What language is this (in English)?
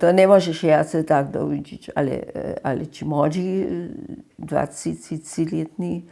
Upper Sorbian